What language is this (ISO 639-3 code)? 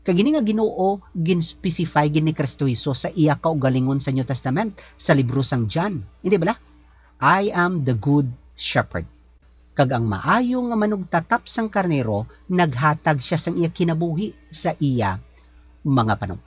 hil